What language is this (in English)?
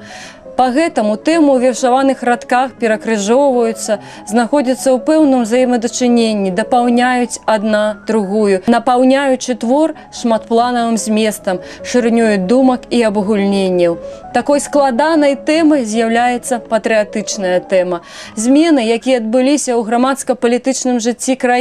Belarusian